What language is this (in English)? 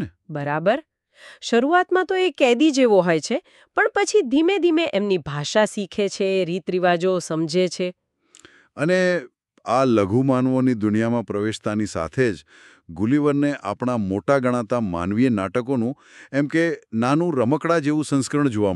Gujarati